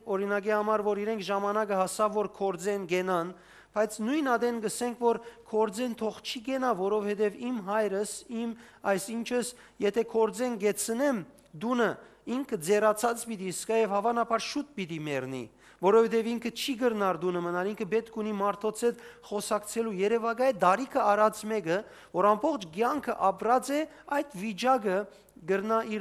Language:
Western Armenian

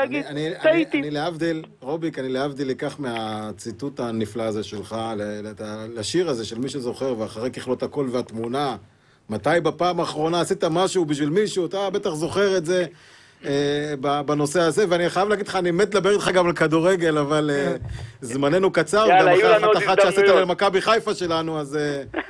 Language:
Hebrew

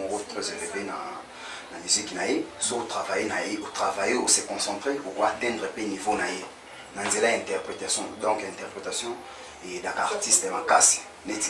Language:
Lingala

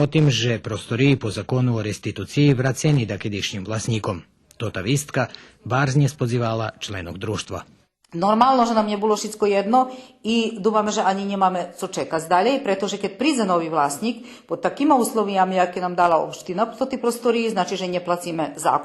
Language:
Rusyn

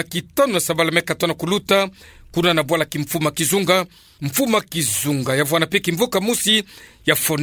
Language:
Kituba (Democratic Republic of Congo)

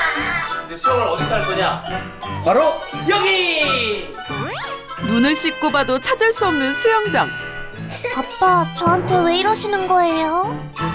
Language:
Korean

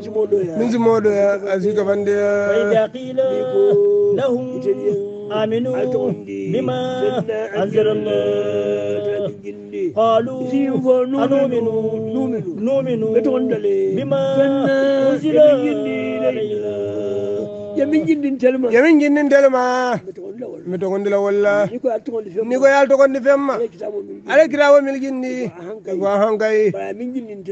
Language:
Hausa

